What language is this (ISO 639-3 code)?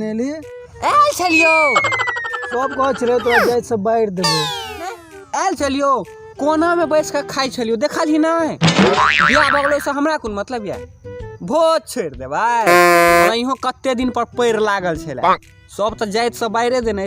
mai